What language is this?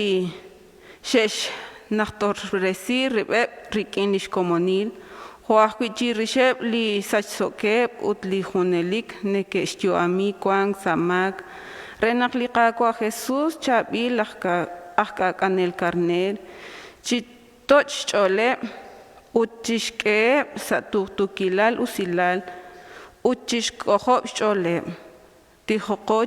Kekchí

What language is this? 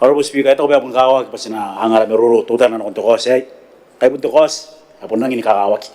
Gilbertese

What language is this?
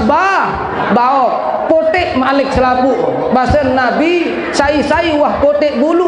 Sasak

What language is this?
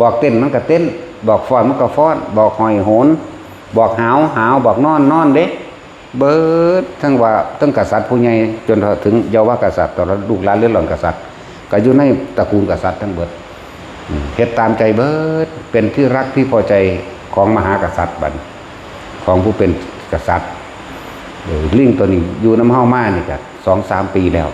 Northeastern Thai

